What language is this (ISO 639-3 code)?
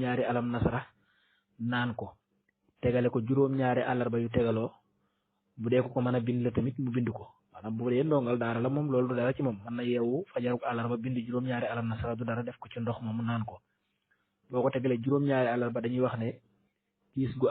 wol